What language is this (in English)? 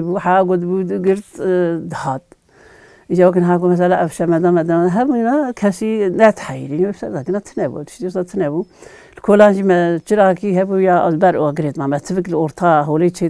Kurdish